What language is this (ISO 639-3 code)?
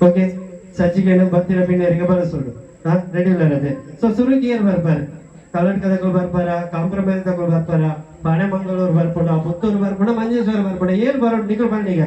tcy